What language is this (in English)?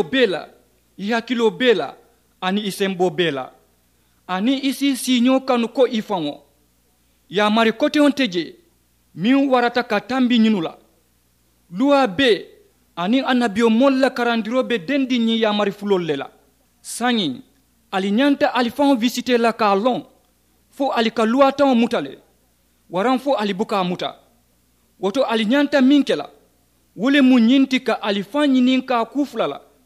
Mandingo